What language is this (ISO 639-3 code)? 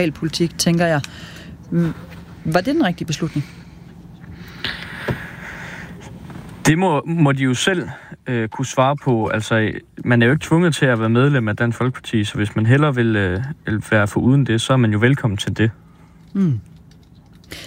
dan